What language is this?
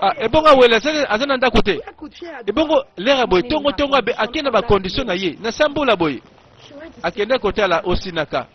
Lingala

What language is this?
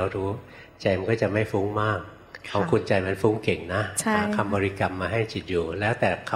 Thai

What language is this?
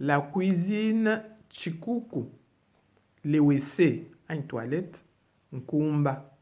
Luba-Lulua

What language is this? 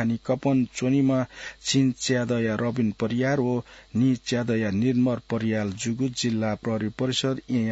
Newari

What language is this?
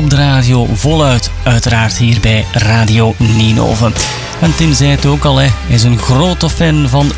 Dutch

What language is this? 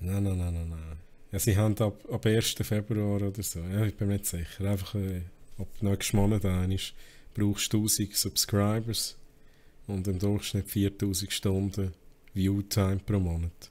Swiss German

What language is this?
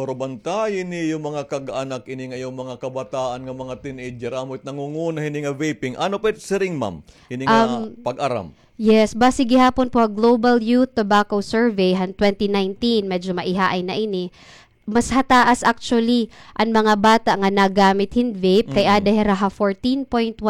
Waray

